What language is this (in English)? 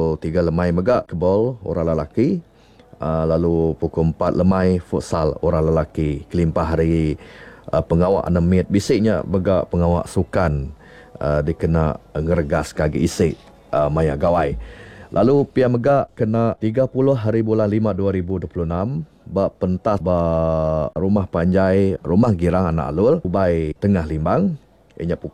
Iban